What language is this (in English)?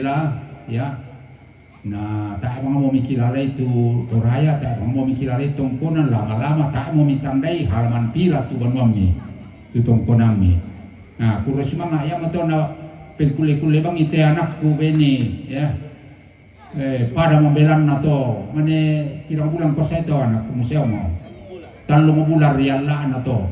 Toraja-Sa'dan